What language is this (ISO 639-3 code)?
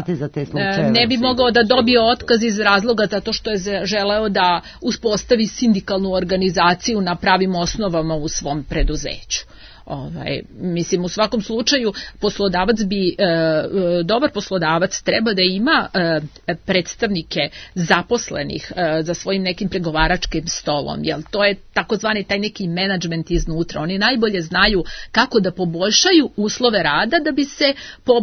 srp